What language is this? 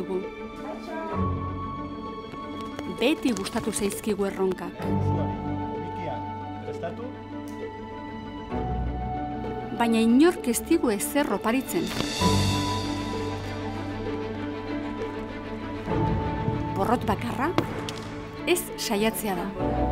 Basque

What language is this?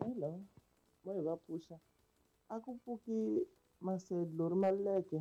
Tsonga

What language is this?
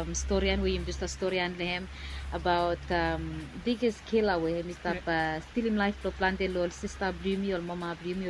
Bislama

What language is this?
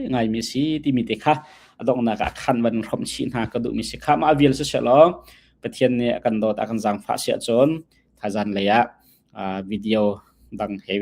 Hakha Chin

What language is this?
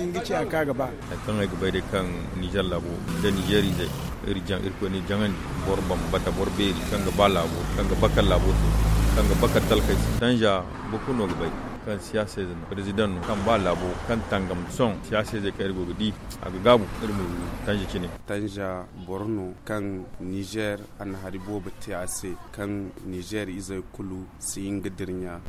Zarma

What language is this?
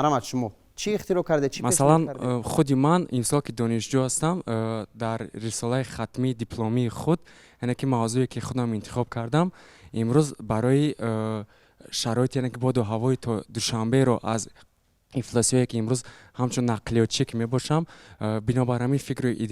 Tajik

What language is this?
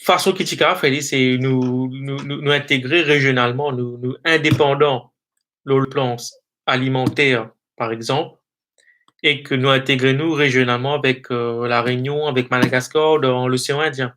Morisyen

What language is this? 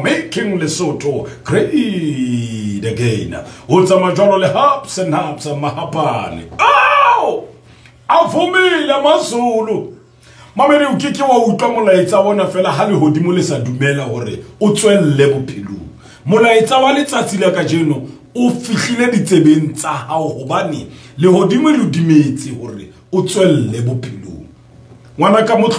Southern Sotho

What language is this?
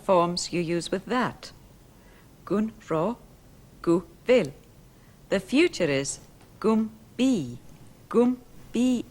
Scottish Gaelic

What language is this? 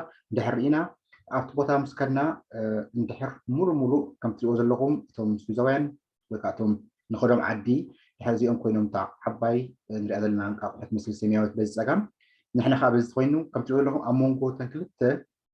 Tigrinya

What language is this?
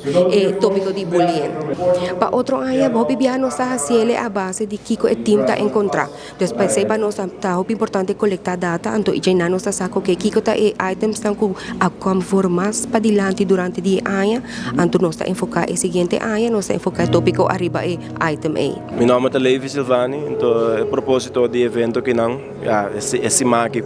Papiamento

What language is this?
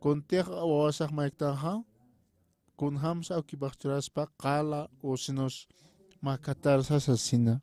Aymara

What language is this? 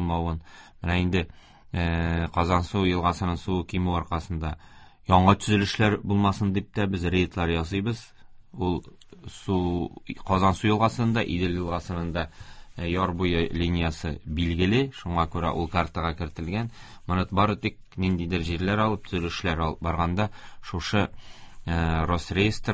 Tatar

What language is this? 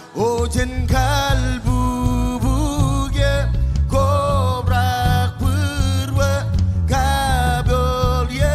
Marshallese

